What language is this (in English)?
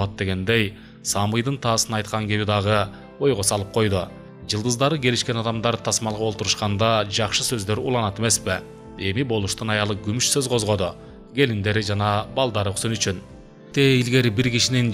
Kyrgyz